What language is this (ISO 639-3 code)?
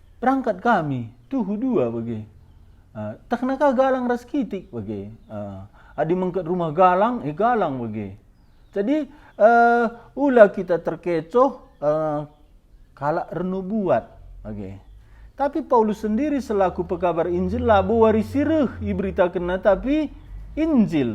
btx